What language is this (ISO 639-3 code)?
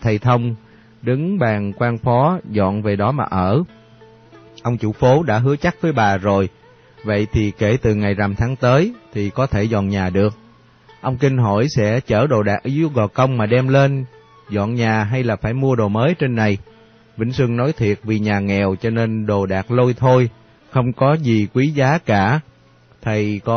vie